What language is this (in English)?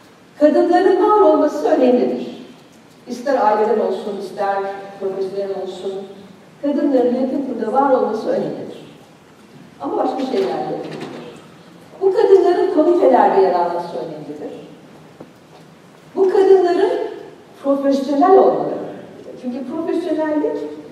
Turkish